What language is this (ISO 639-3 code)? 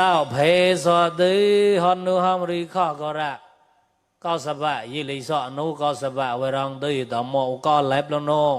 mnw